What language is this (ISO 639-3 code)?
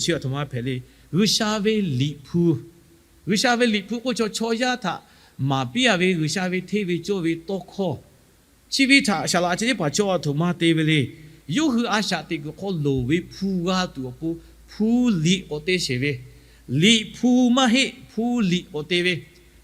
lhu